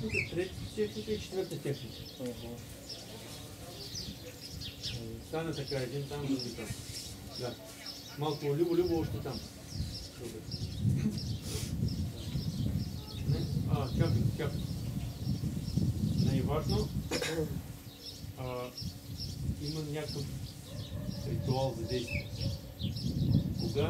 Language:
Bulgarian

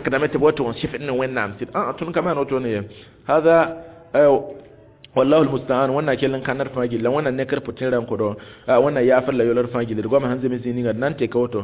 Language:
Mossi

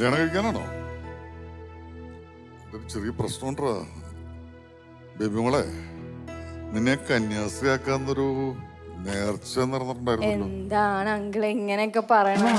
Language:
Malayalam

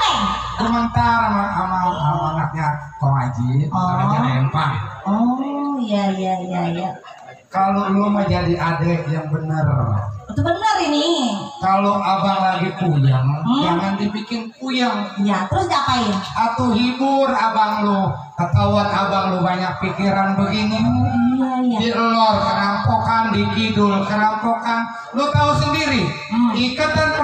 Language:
Betawi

